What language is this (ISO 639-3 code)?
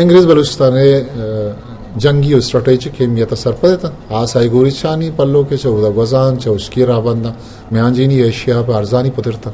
bgp